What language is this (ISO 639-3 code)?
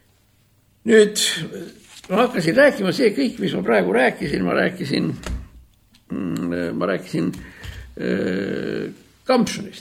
est